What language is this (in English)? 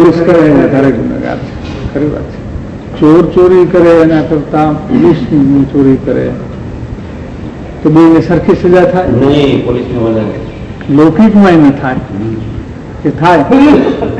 Gujarati